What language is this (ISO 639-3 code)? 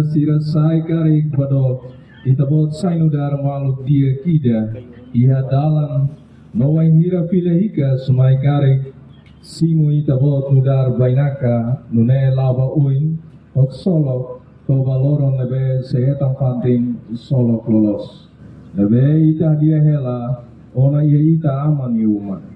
tet